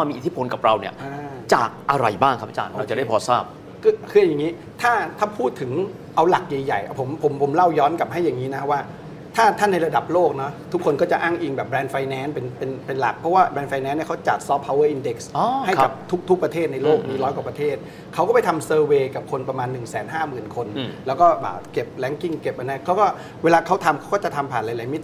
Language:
Thai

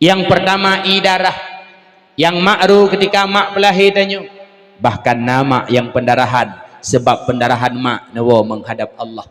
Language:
Achinese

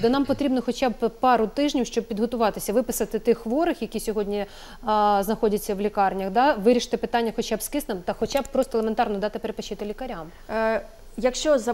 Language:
Ukrainian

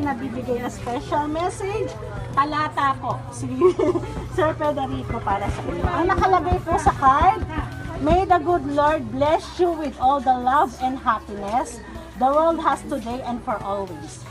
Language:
Filipino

